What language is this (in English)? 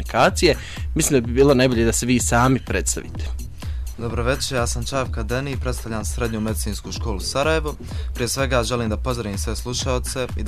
Bosnian